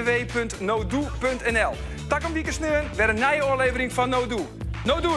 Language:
Western Frisian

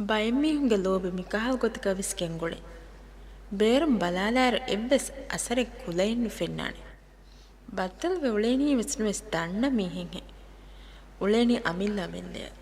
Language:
Divehi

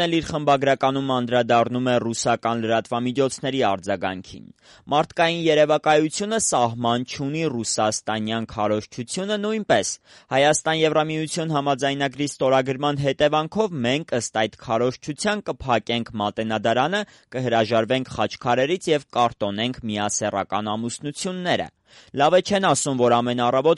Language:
Armenian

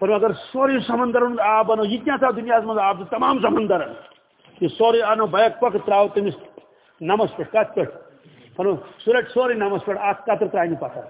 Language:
Kashmiri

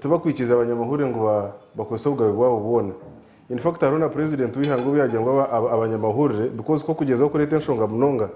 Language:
Nyankole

